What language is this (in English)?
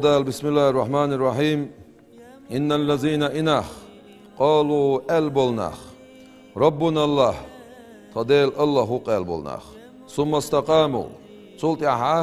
Chechen